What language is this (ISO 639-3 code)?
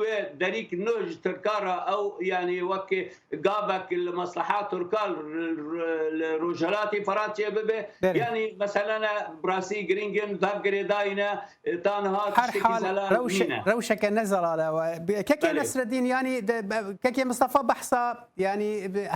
kur